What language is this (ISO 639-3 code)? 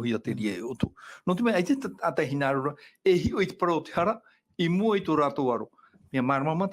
tah